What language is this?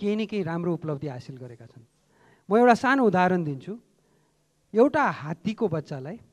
Nepali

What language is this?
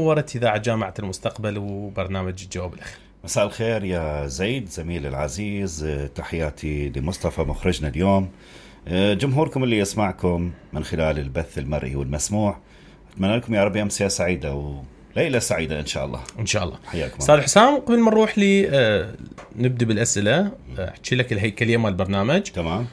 Mesopotamian Arabic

